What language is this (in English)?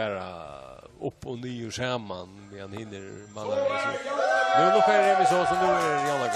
Faroese